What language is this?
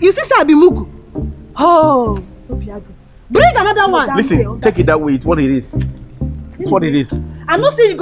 Nigerian Pidgin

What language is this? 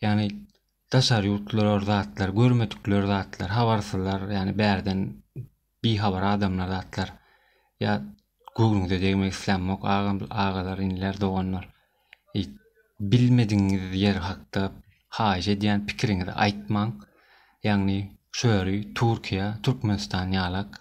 Turkmen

